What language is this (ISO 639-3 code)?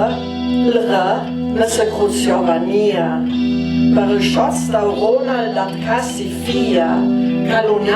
lld